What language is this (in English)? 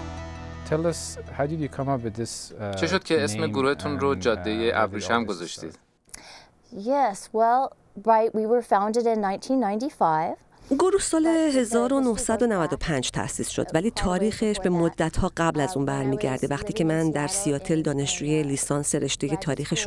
Persian